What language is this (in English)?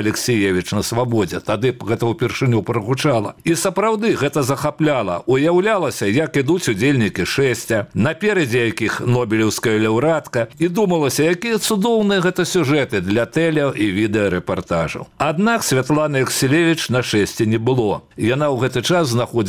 Belarusian